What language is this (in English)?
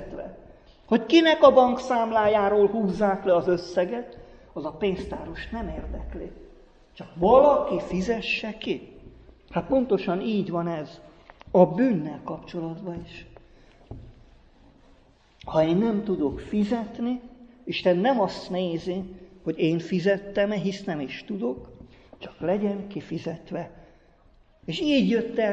Hungarian